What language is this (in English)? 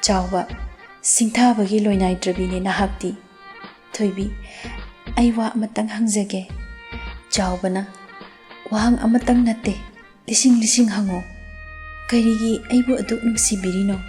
Manipuri